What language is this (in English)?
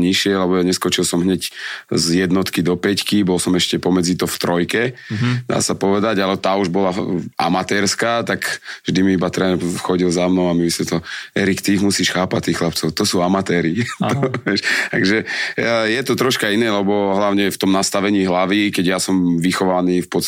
Slovak